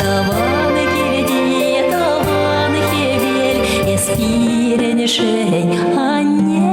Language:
Chuvash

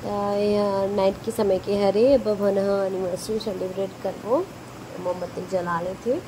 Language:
Chhattisgarhi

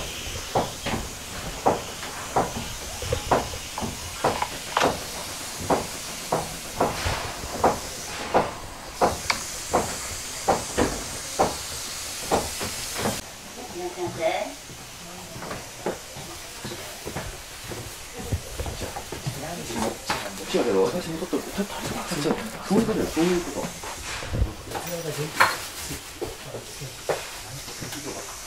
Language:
Japanese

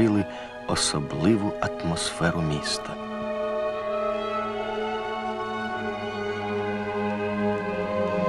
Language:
Ukrainian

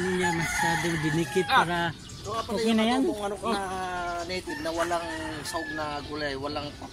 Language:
Filipino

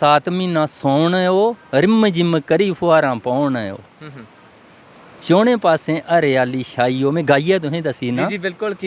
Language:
Dogri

